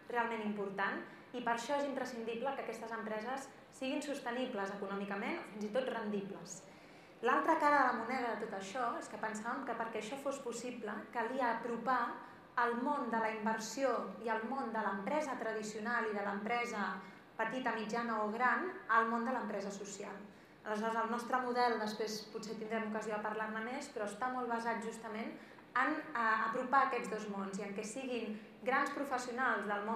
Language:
Catalan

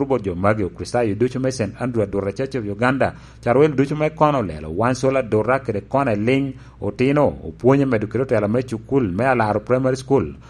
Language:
Lango (Uganda)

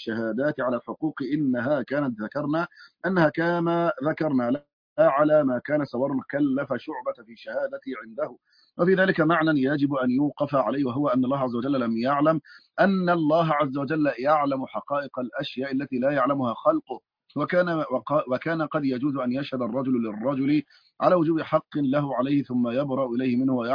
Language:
Arabic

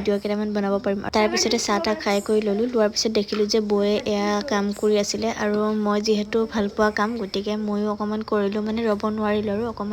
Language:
Assamese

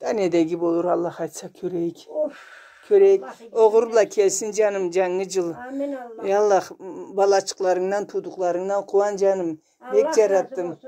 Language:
Karachay-Balkar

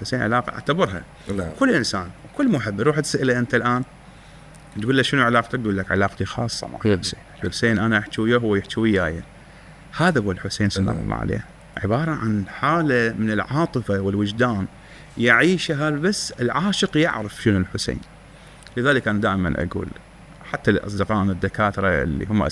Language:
Mesopotamian Arabic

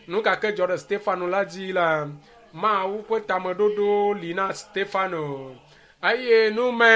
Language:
Ewe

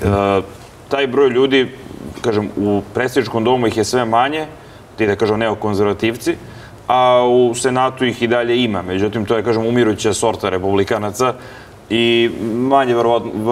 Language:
Serbian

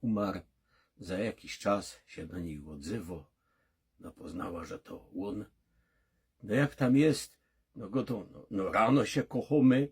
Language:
Silesian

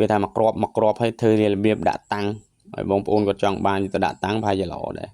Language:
Khmer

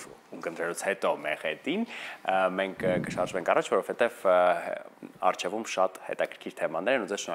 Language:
Armenian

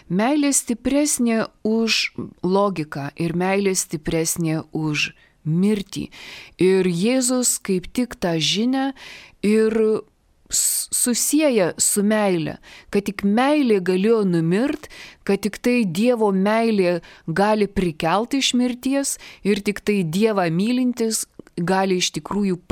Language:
Lithuanian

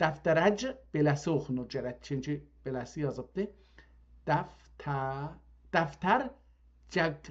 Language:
South Azerbaijani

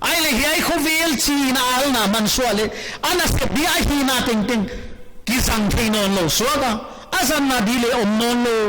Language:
Paite Chin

